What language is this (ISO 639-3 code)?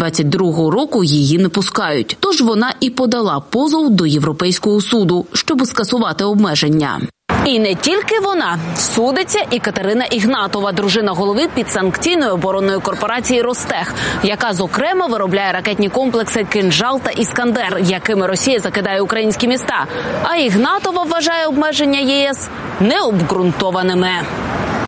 ukr